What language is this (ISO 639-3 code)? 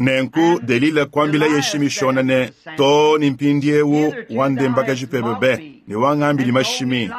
lua